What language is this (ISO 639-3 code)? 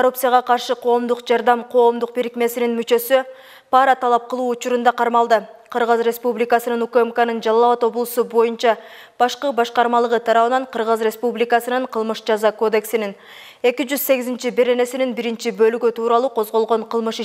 kir